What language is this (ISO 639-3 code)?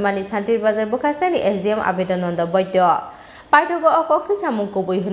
trp